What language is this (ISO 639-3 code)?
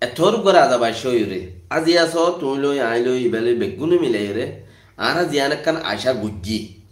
rhg